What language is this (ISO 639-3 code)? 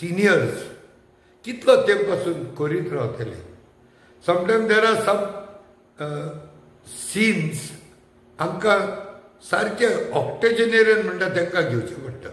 kok